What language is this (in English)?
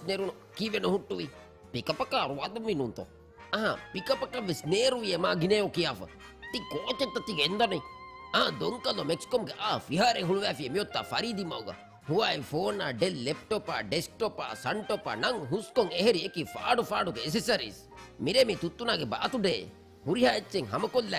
Divehi